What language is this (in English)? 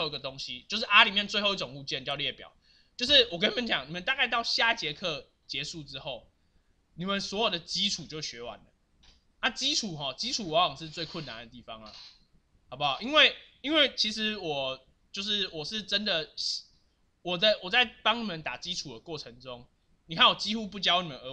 Chinese